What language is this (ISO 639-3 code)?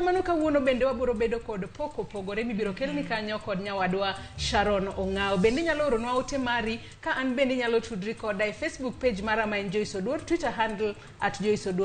luo